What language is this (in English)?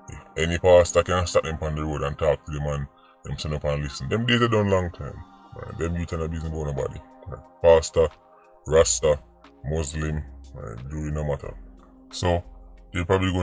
Jamaican Creole English